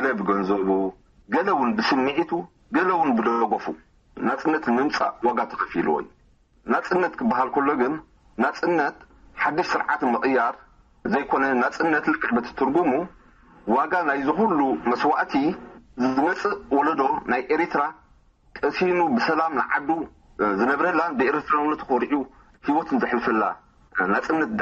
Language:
Tigrinya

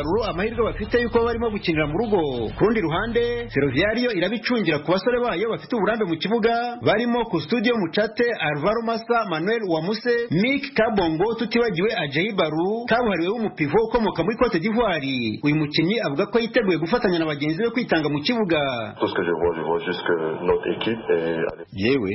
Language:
Kinyarwanda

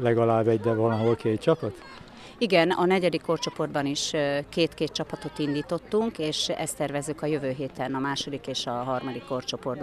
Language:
Hungarian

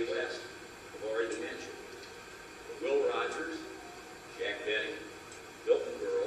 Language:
English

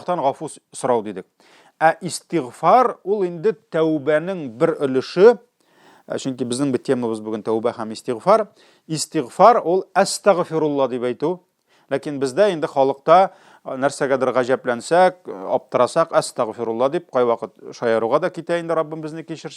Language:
Tatar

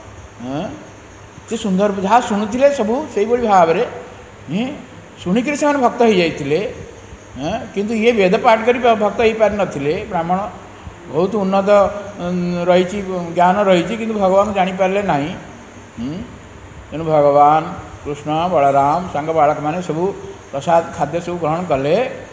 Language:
Odia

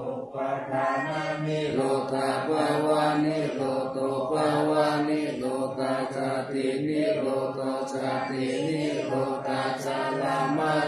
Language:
Pali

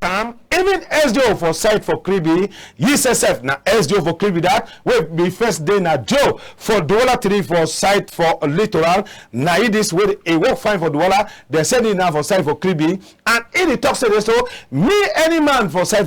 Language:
Cameroon Pidgin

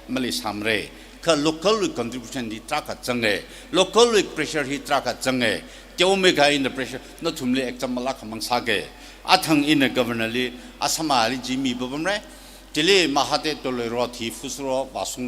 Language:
Tangkhul Naga (India)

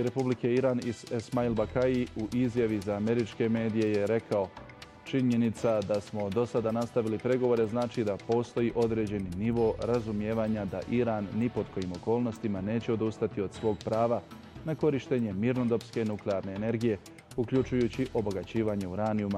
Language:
Bosnian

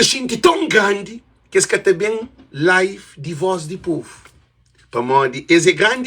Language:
Kabuverdianu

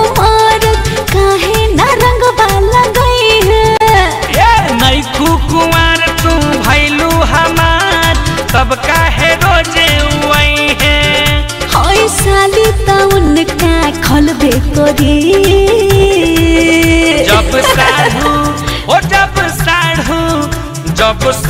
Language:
Bhojpuri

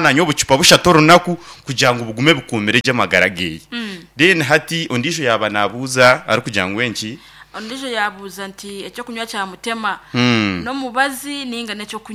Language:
Nyankole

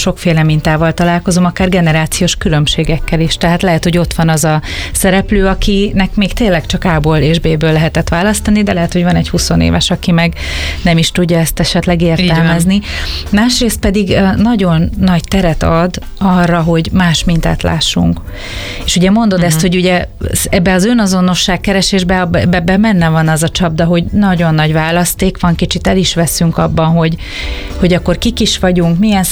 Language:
Hungarian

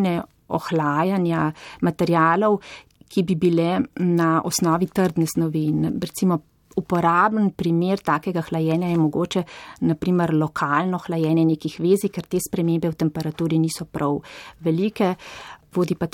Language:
Slovenian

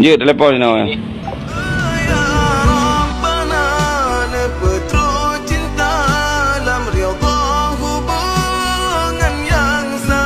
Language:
Achinese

